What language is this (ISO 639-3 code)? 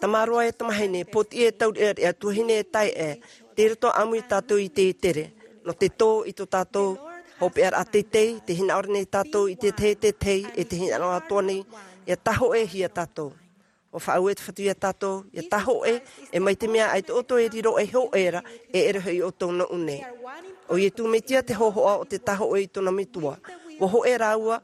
tah